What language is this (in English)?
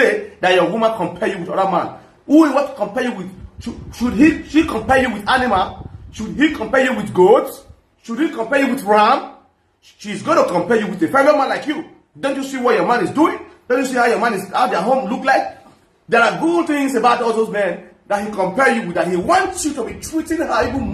Nigerian Pidgin